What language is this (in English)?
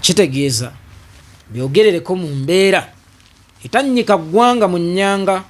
Ganda